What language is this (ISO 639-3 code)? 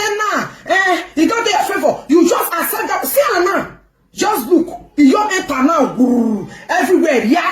pcm